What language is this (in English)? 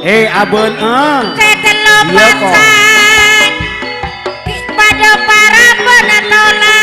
Madurese